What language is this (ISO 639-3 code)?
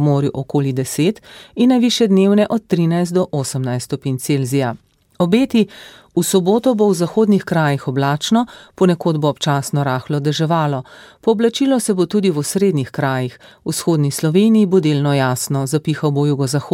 slv